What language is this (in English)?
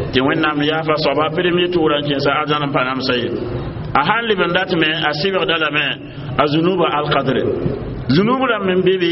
Mossi